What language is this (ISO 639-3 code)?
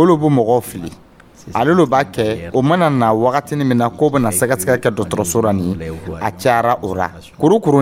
dyu